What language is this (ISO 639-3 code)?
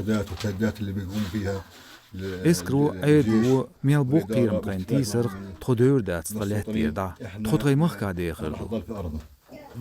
che